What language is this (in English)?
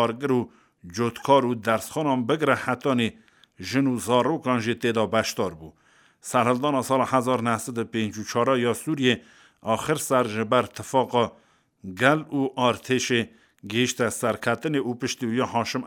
Kurdish